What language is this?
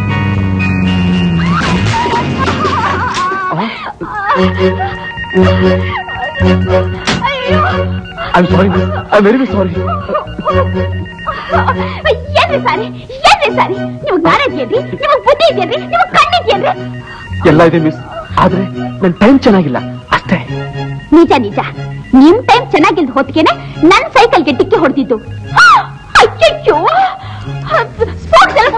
Kannada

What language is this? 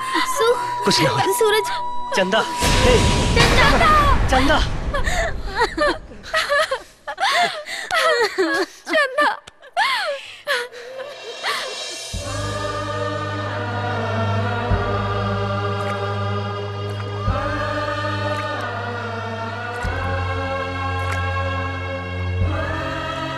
Bhojpuri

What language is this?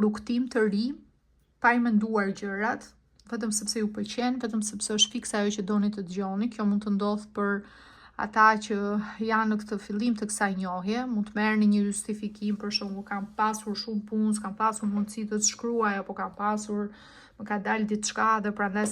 Albanian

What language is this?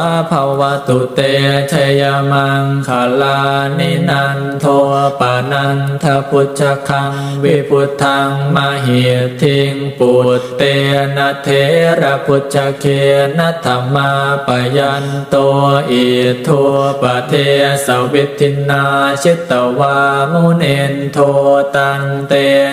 Pali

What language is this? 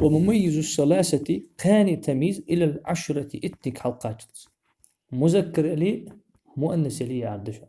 Ingush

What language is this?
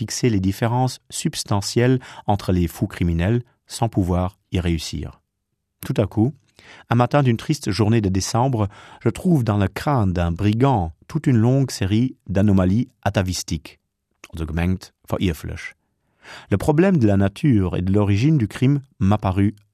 Luxembourgish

